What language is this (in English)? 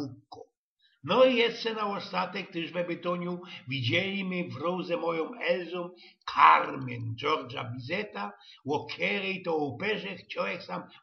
Silesian